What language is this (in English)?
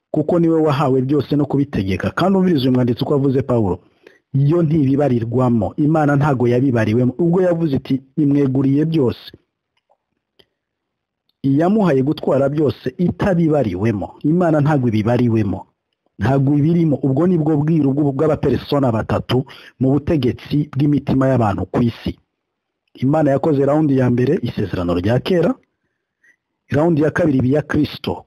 Kinyarwanda